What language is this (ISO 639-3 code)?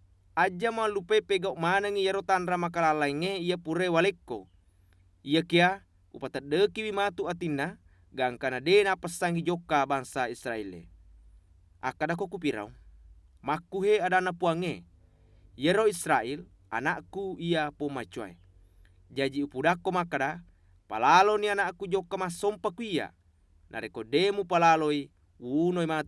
bug